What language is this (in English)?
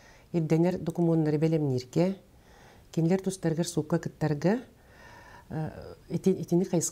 Yakut